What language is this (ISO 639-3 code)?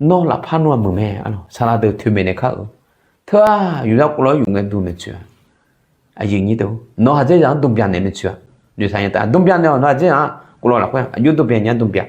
ahk